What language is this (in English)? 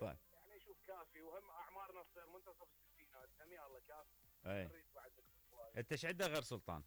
Mesopotamian Arabic